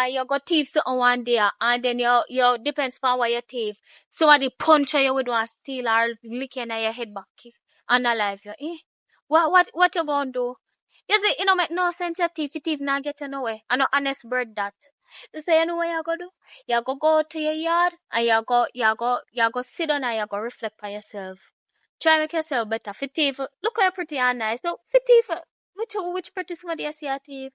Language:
Jamaican Creole English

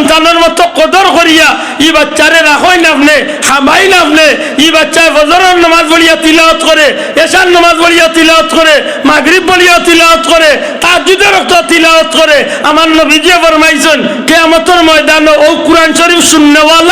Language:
Sylheti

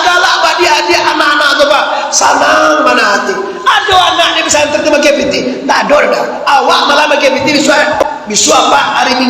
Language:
Minangkabau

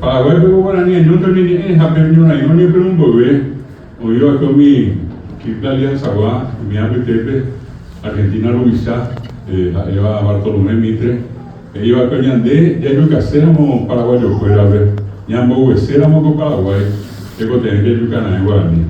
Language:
Guarani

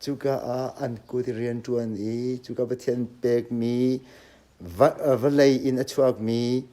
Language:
Hakha Chin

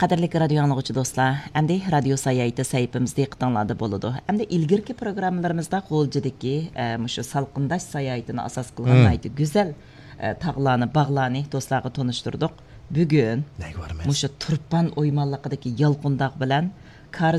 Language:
Uyghur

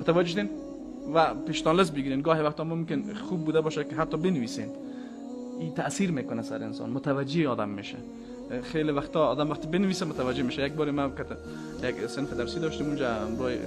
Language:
Persian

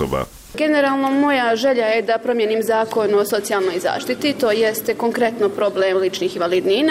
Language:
Bosnian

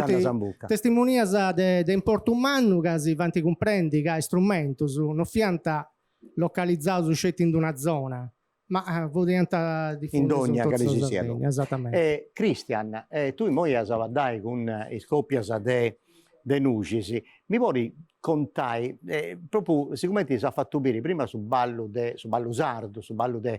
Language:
Sardinian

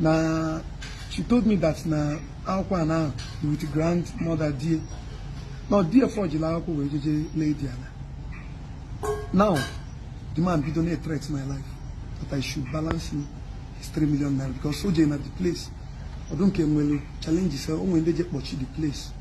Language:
Igbo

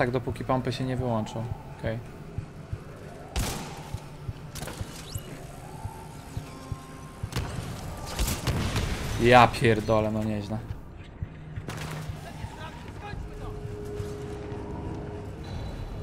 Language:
Polish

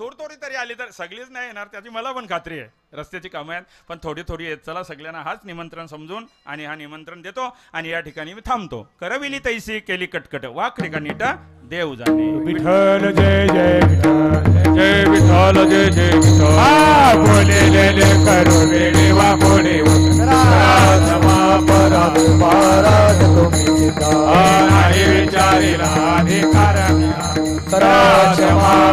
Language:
Marathi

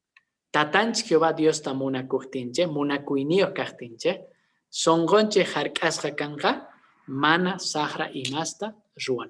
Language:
Quechua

